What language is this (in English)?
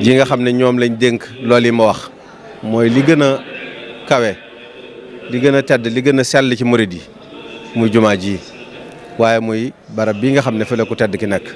Wolof